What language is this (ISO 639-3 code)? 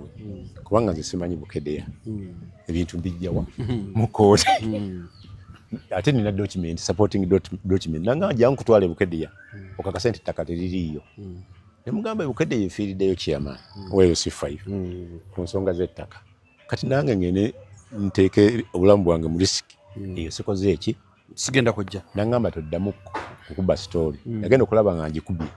lug